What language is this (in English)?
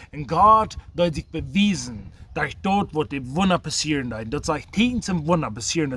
Plautdietsch